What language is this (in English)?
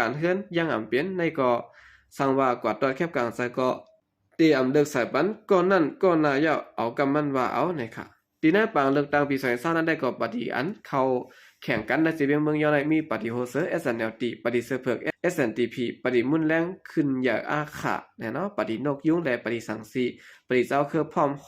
Shan